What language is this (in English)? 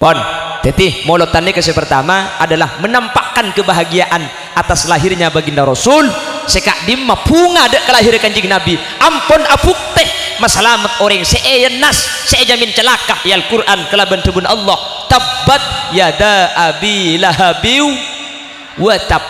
Madurese